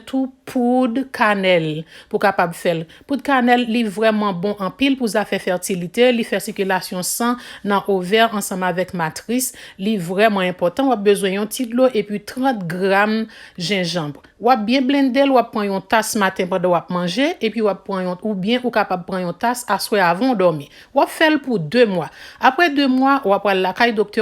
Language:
Haitian Creole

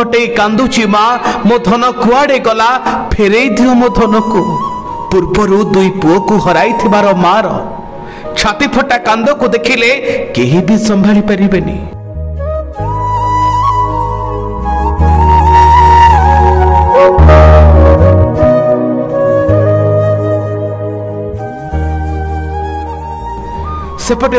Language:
Odia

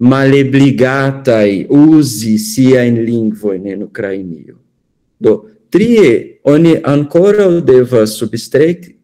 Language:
Esperanto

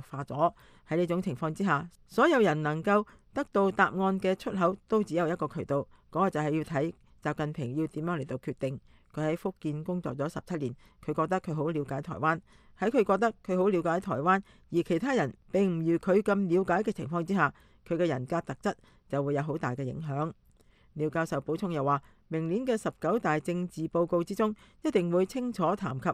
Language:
Cantonese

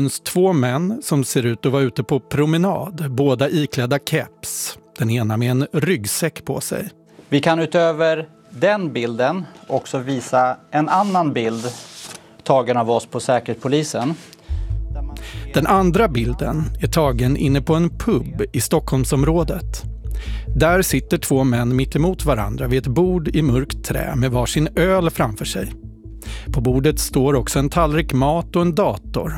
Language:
Swedish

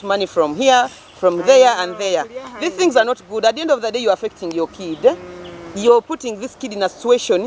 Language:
Nyoro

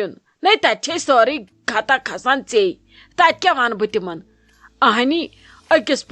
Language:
Kashmiri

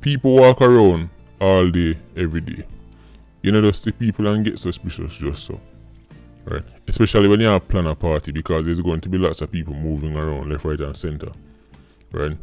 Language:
Jamaican Creole English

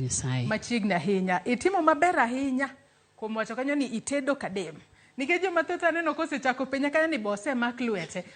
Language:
Luo (Kenya and Tanzania)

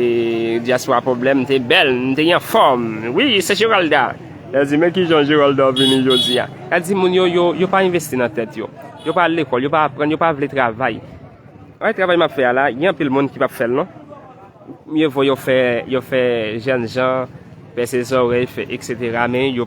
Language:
Haitian Creole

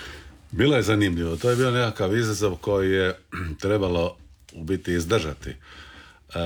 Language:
Croatian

